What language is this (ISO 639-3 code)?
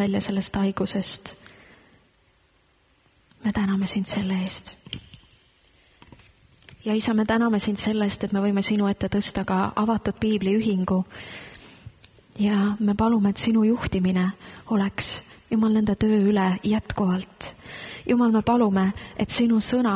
est